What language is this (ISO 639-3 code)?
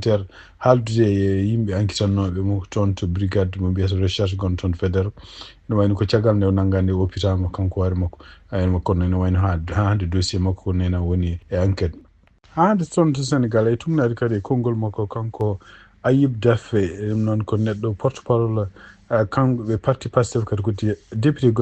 ful